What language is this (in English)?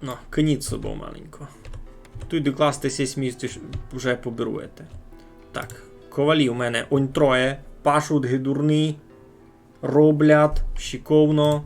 Rusyn